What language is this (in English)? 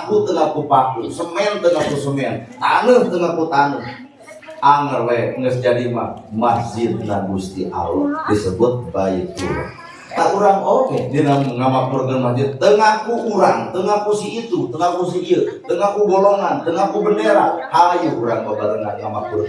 Sundanese